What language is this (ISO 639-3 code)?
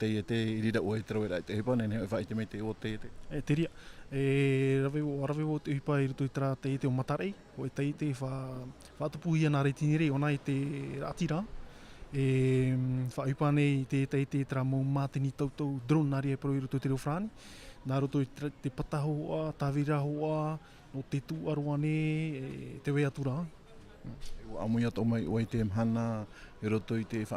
tah